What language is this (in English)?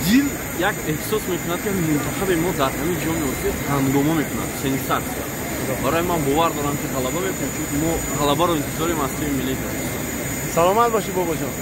Tajik